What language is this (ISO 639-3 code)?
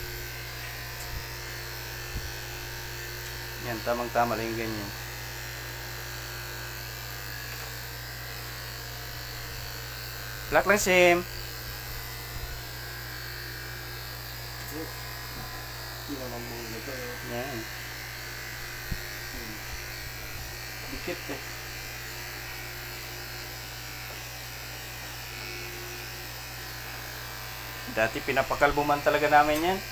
fil